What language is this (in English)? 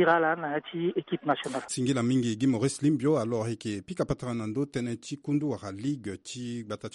Sango